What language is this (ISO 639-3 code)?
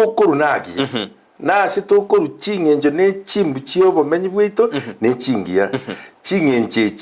guz